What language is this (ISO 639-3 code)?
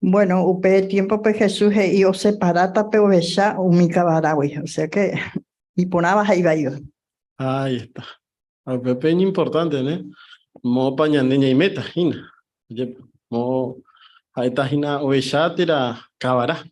grn